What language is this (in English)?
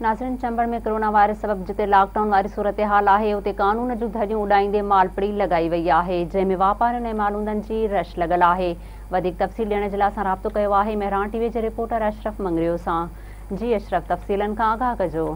Sindhi